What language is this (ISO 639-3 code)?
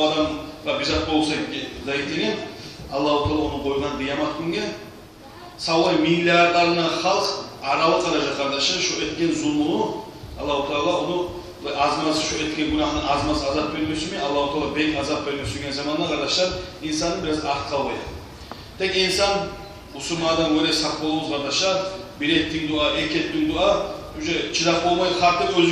kum